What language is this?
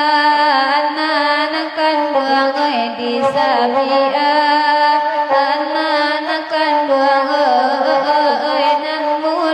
Minangkabau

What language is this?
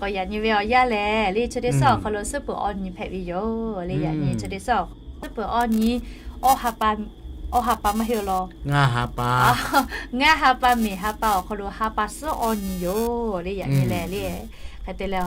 Lahu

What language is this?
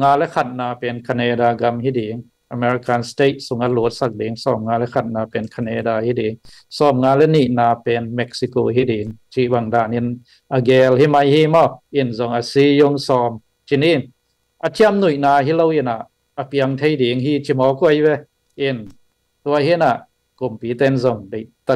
Tedim Chin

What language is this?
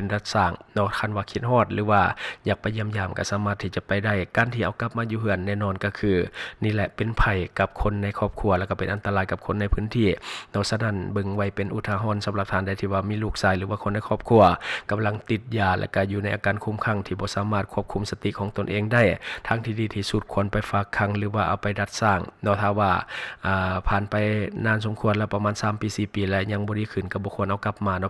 Lao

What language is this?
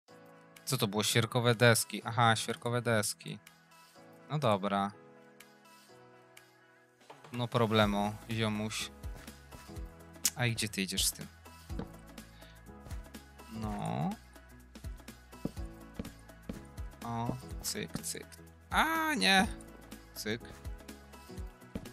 Polish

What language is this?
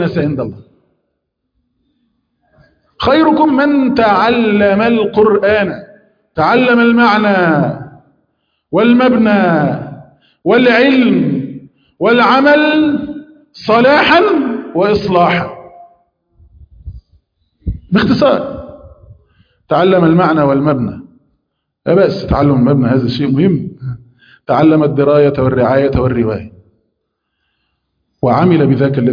Arabic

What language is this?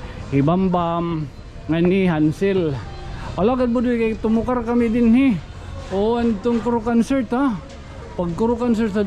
Waray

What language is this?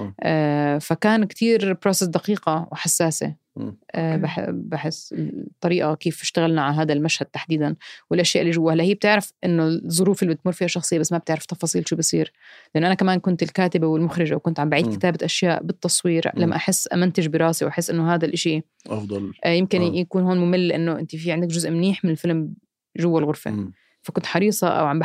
North Levantine Arabic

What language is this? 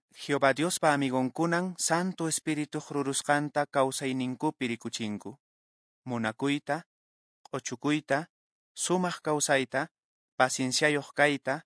Quechua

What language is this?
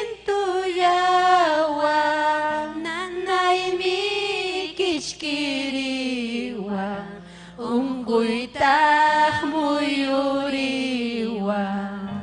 Ayacucho Quechua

